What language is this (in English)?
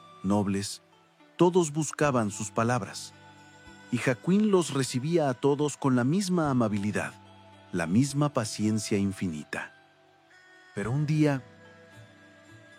Spanish